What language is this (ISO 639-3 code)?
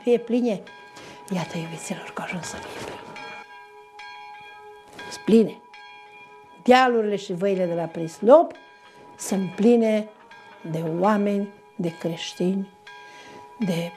ron